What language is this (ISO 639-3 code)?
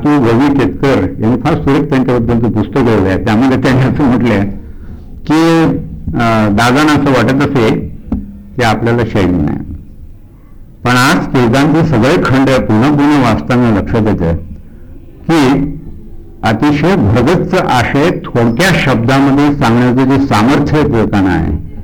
mar